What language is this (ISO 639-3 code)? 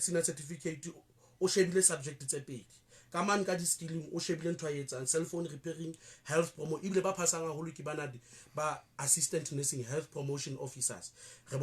sot